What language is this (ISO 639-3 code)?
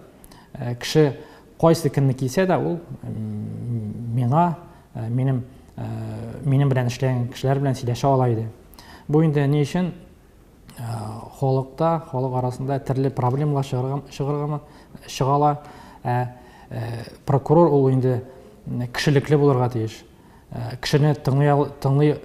tat